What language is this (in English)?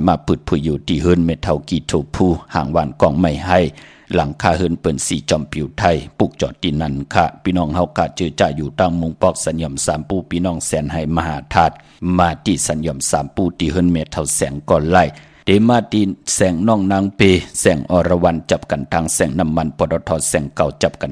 Shan